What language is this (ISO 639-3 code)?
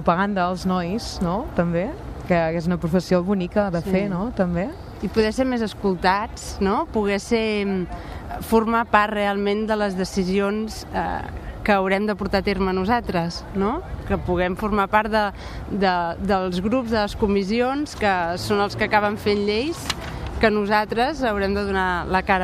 cat